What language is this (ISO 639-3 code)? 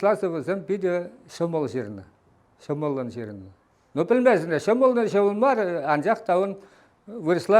chv